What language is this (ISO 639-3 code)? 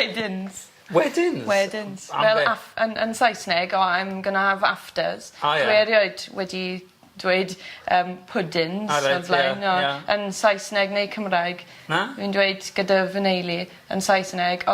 cym